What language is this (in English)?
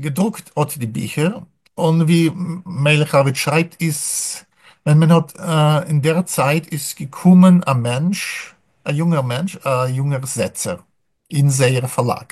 Yiddish